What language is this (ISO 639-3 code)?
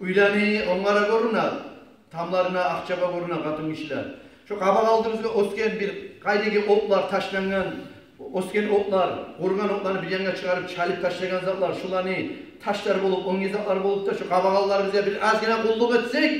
kum